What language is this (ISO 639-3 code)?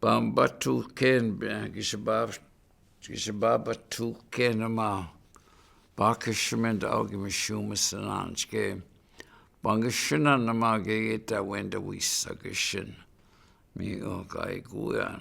ciw